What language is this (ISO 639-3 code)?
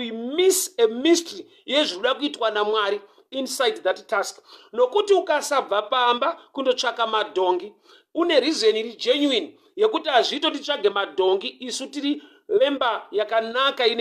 sna